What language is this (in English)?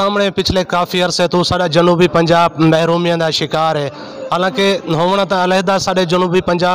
Saraiki